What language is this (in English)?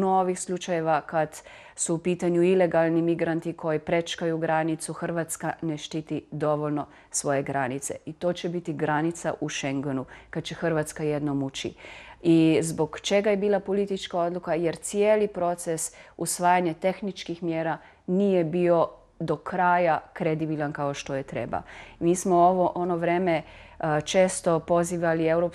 Croatian